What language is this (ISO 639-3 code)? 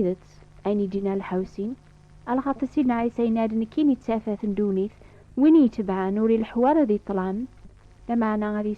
kab